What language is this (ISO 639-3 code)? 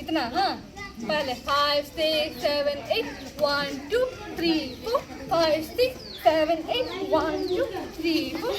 sat